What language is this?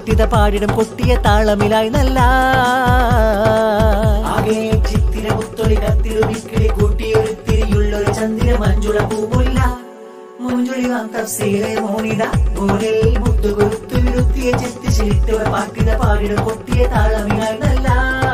Malayalam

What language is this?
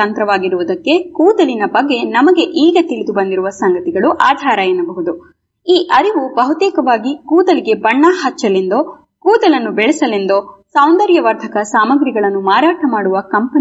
Kannada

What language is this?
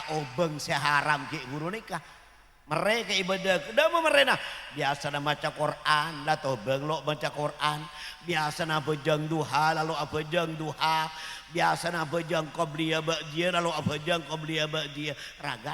Madurese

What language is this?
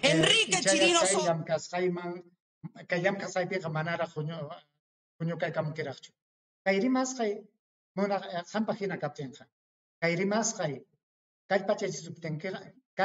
Ayacucho Quechua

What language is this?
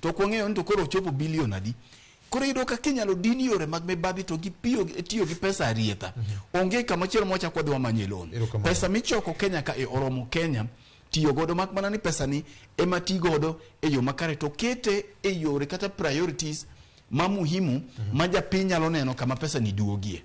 Luo (Kenya and Tanzania)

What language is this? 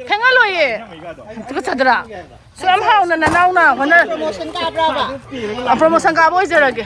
Manipuri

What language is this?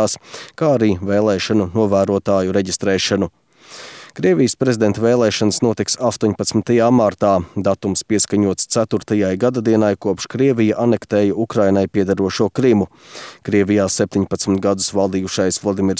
Latvian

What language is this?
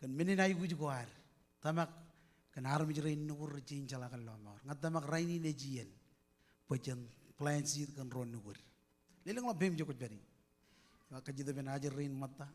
Marshallese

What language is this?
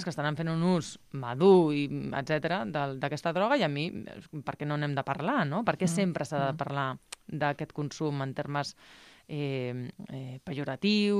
Catalan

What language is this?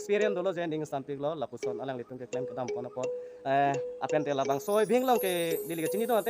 Karbi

